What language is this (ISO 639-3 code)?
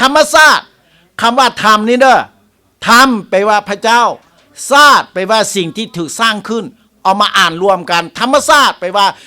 lao